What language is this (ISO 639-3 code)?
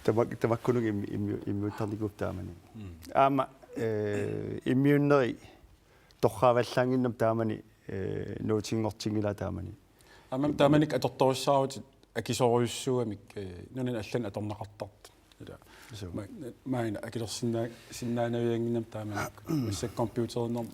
kal